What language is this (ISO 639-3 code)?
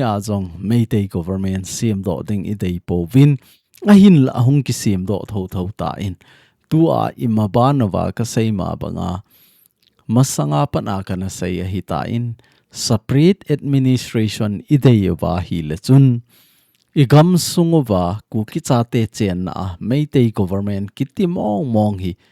tcz